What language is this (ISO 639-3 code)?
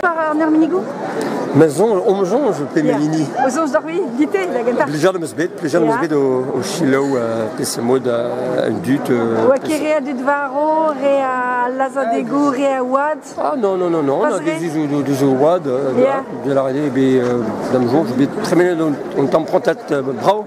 bre